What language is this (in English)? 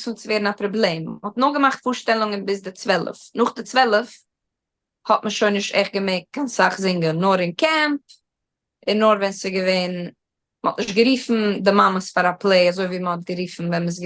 Yiddish